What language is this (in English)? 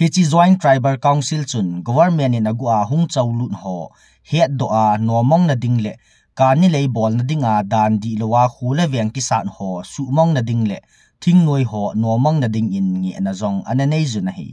Thado Chin